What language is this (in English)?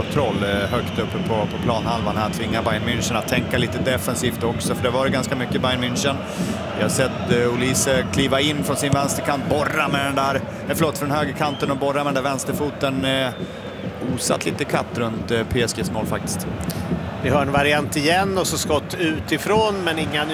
Swedish